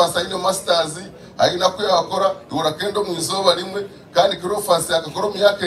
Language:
Nyankole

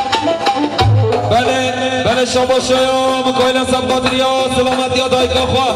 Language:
Persian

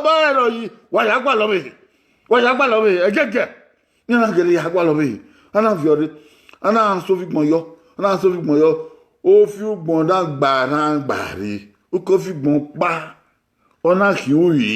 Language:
Bini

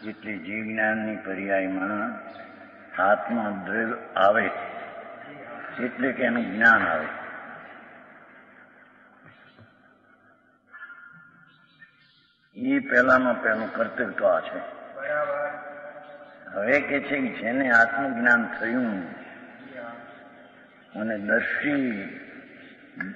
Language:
Gujarati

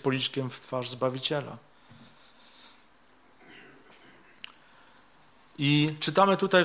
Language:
Polish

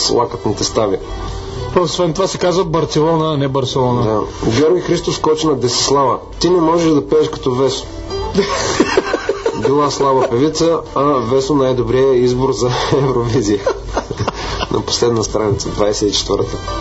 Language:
Bulgarian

